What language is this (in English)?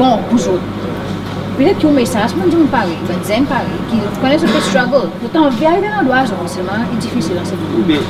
Seselwa Creole French